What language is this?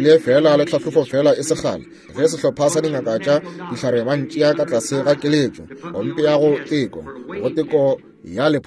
Northern Sotho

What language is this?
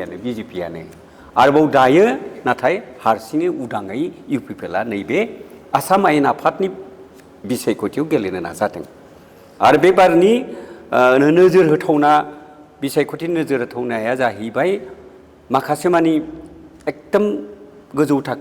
Bodo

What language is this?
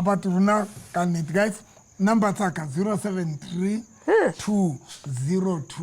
Southern Sotho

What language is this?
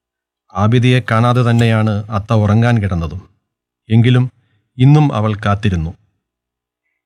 Malayalam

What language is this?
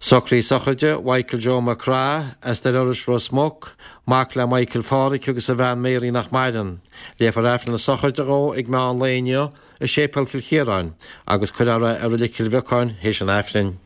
Irish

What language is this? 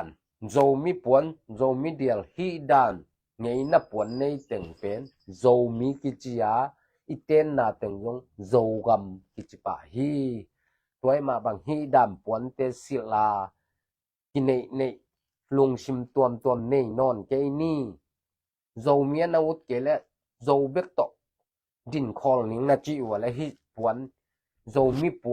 Tedim Chin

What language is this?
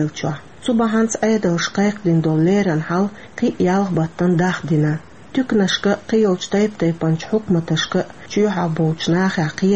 Chechen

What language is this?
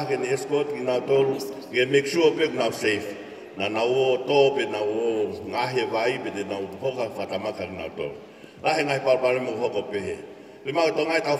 Tongan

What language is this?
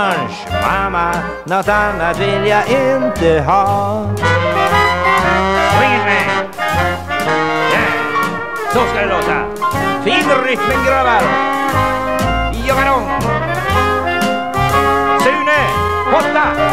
Swedish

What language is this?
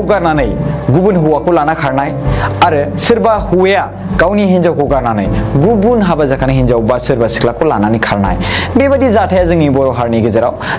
Bodo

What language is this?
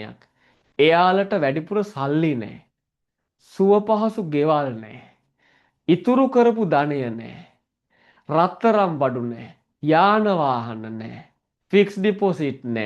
Sinhala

